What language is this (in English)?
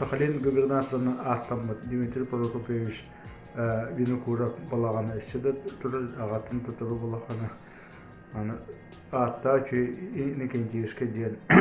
Yakut